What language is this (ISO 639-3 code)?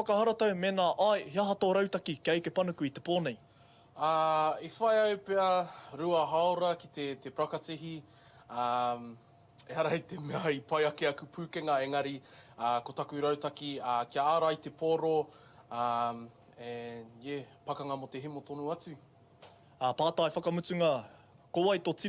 mri